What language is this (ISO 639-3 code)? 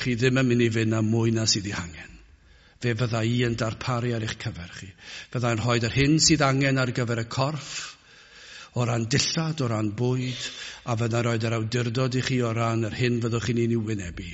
cym